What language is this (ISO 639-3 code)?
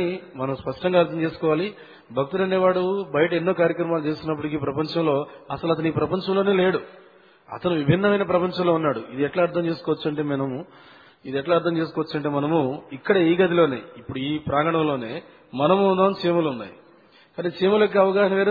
tel